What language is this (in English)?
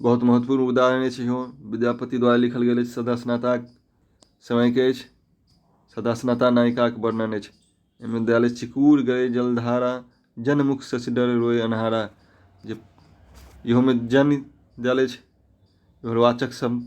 Maithili